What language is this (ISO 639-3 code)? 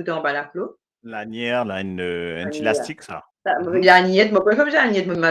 mfe